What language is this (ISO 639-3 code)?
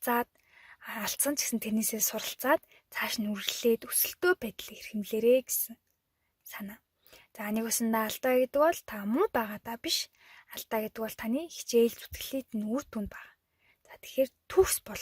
mon